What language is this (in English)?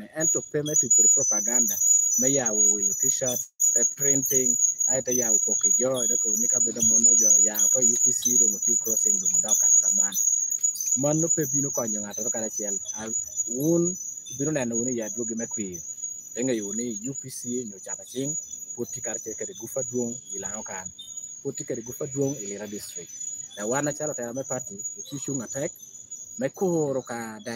Lango (Uganda)